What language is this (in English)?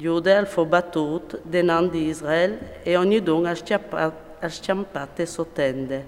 Friulian